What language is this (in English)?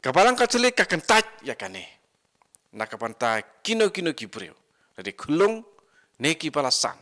Khasi